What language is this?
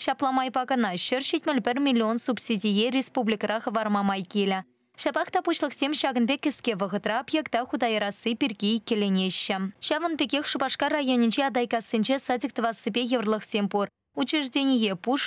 Chuvash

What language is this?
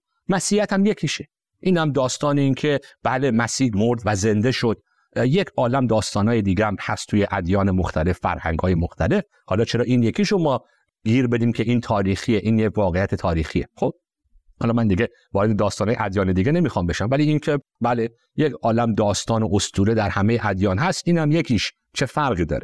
Persian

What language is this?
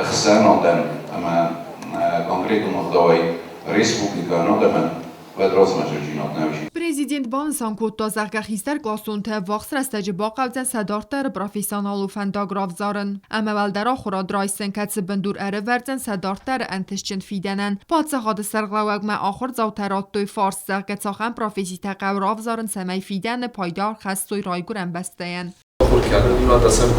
Ossetic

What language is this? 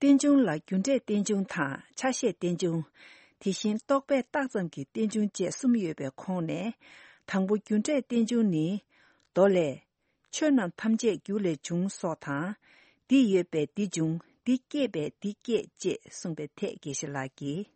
Tibetan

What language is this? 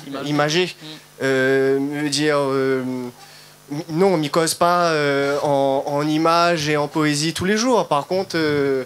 Réunion Creole French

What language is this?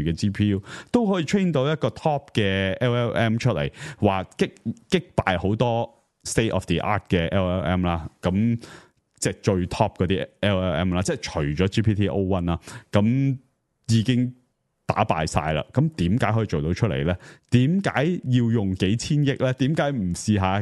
Cantonese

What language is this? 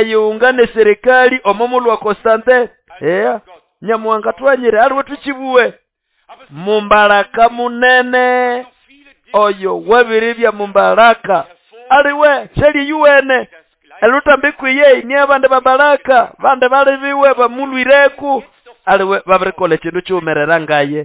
Nande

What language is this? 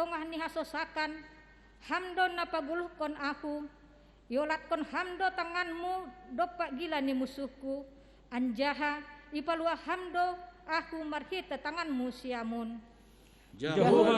Batak Simalungun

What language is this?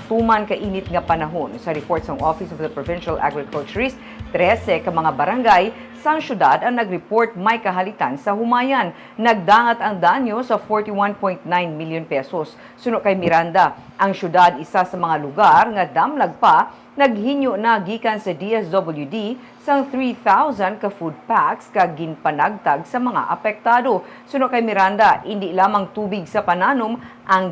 Hiligaynon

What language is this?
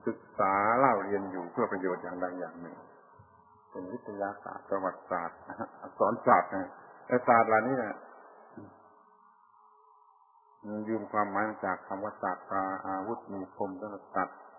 Thai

